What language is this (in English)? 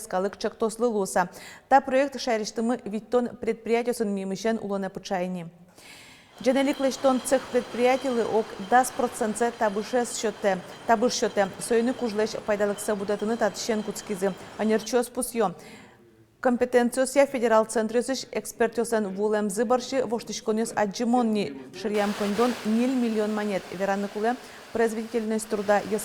Udmurt